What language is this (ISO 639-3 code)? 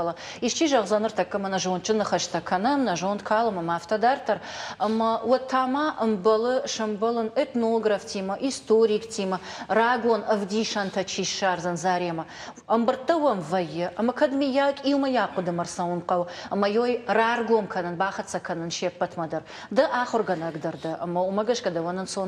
oss